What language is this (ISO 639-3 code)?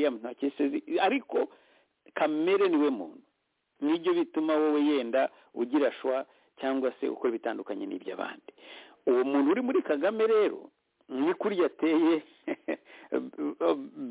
kin